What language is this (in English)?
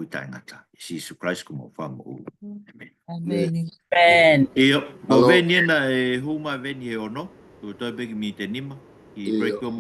Tongan